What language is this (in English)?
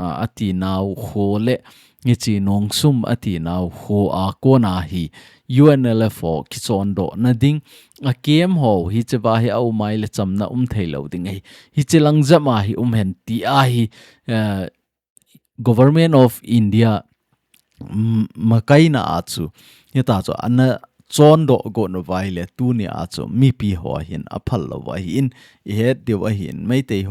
Thado Chin